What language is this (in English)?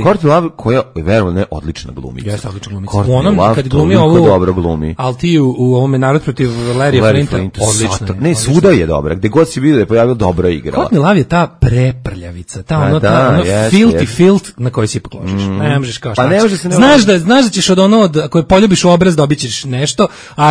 Serbian